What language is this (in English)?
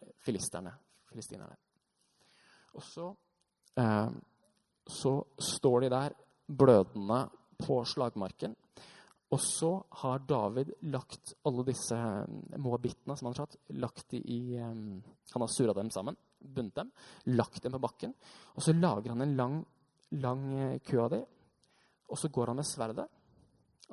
Norwegian